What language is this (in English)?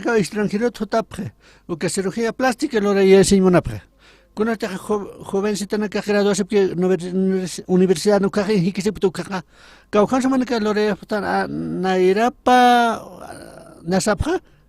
Aymara